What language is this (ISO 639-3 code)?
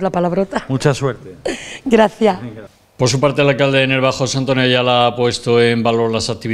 spa